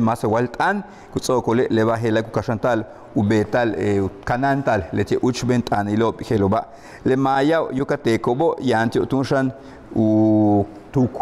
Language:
Yucateco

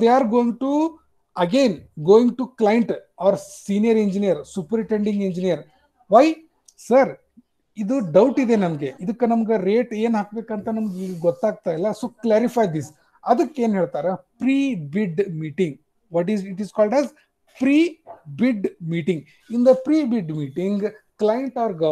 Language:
Kannada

